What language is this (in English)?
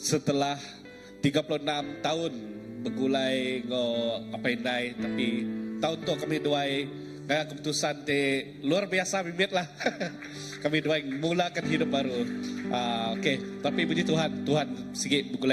Iban